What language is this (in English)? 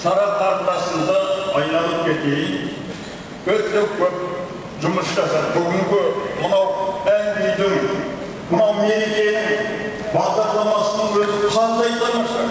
Kazakh